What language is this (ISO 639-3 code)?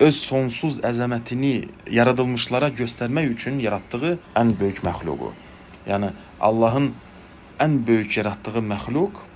aze